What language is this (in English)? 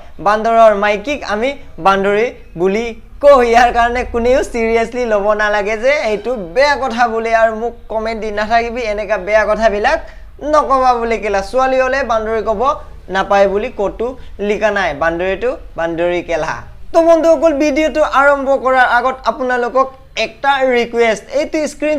Assamese